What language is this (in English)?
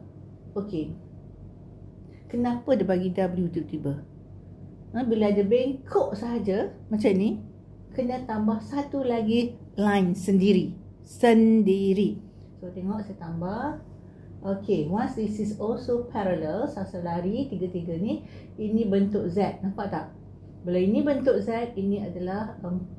Malay